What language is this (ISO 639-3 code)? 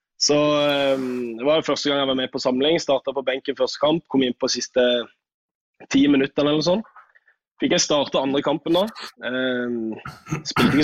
nor